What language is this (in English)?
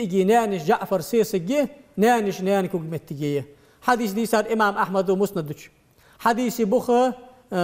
Ingush